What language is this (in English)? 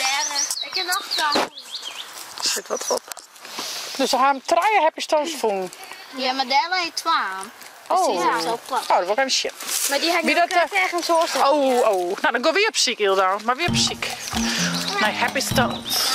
Western Frisian